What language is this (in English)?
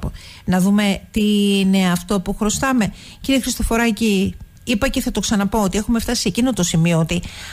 Greek